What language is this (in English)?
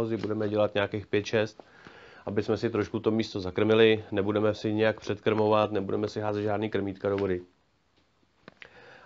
Czech